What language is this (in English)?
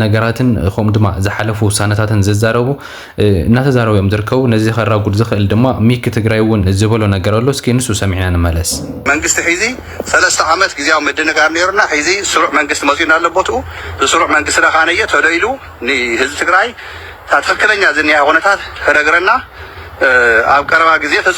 Tigrinya